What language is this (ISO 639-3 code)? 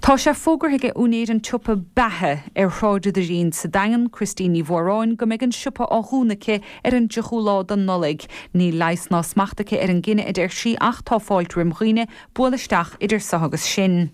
gle